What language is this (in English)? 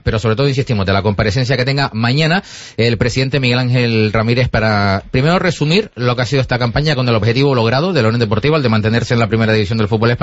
Spanish